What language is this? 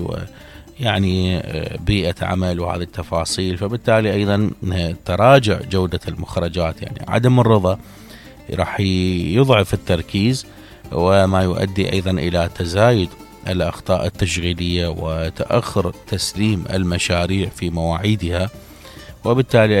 Mesopotamian Arabic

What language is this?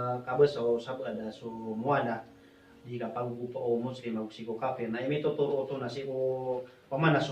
Maranao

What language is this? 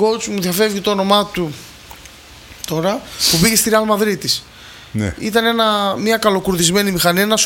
Greek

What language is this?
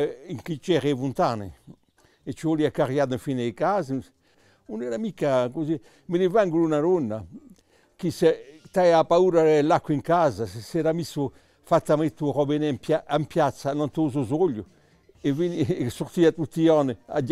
Corsican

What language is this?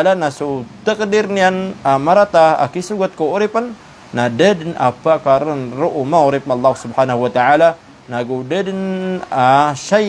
Maranao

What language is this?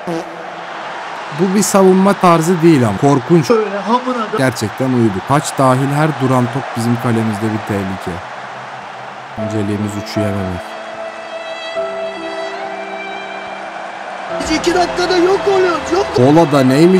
Turkish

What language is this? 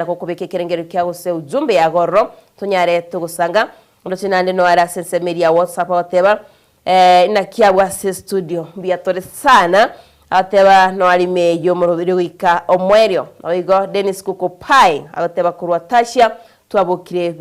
Gusii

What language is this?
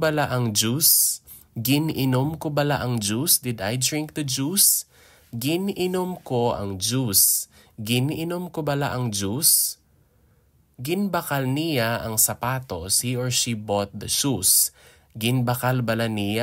Hiligaynon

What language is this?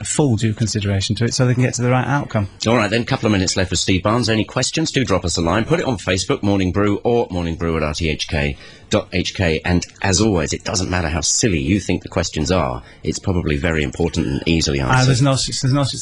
English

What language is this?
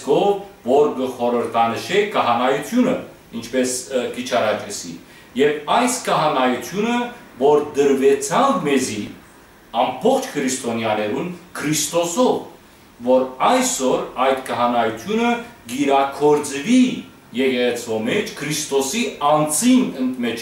Western Armenian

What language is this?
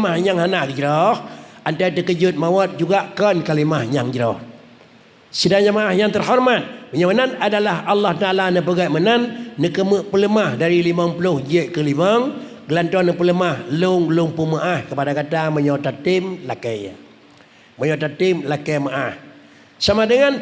Achinese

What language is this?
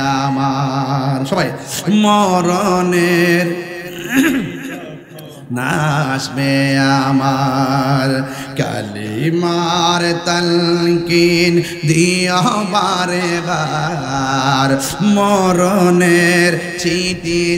Bangla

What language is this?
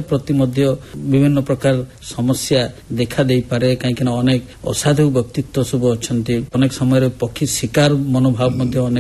Odia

